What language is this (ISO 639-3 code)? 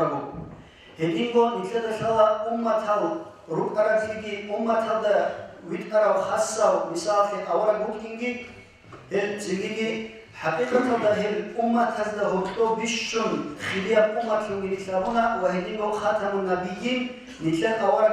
ava